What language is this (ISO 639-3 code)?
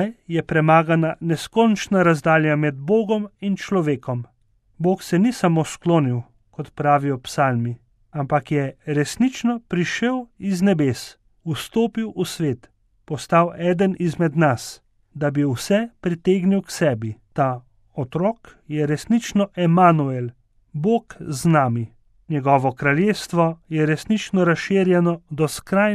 slv